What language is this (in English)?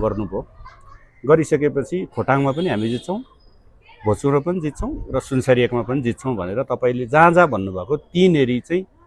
Nepali